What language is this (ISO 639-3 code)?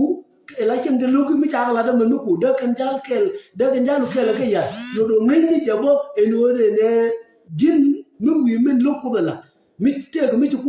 nus